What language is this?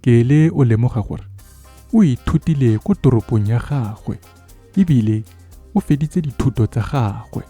Tswana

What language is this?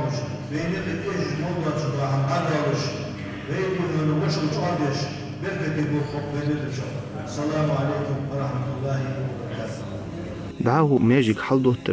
Ingush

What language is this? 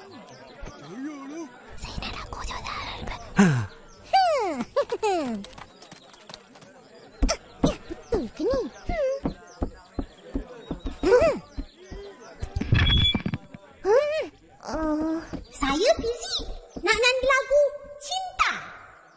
Malay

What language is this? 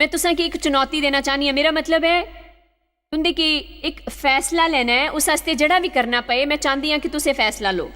Dogri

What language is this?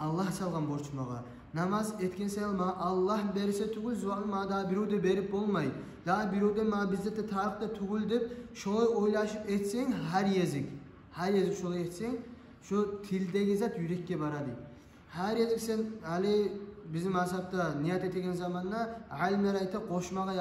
Kumyk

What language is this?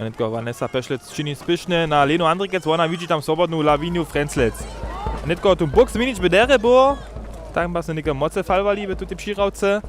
Upper Sorbian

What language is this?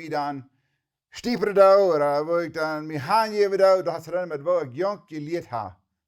Plautdietsch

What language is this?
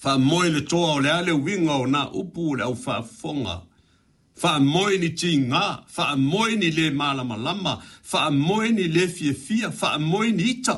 Samoan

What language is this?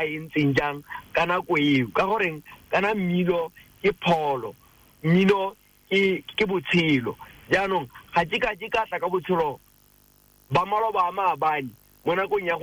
Tswana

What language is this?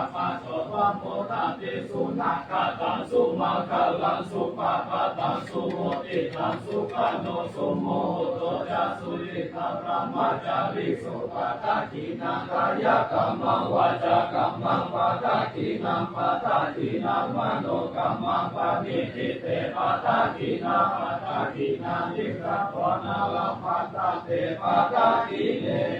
Pali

